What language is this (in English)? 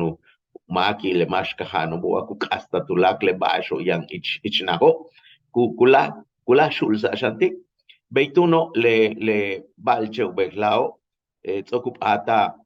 Yucateco